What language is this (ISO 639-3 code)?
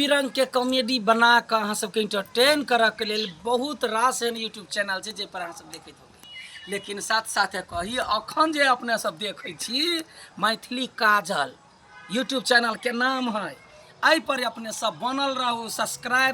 mai